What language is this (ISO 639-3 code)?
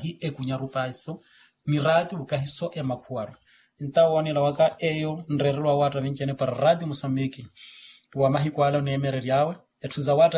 vmw